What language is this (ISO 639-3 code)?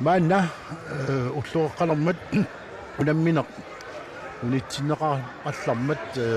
kal